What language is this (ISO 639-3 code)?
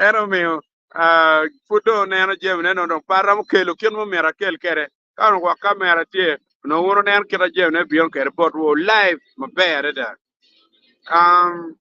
ach